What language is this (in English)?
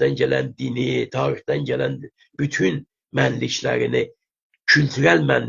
South Azerbaijani